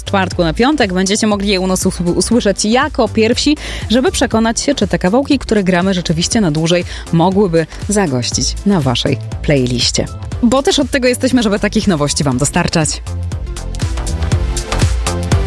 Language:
Polish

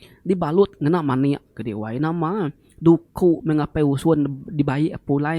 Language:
Iban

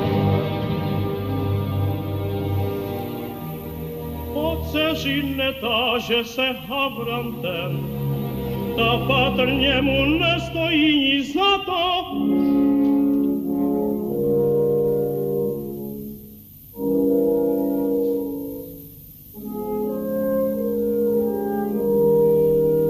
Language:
Czech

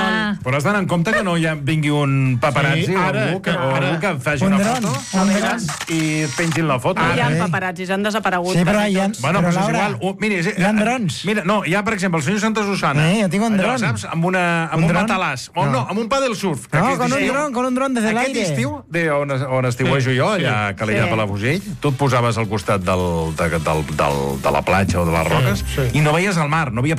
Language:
Catalan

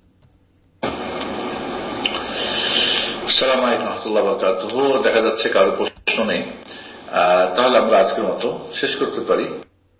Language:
Bangla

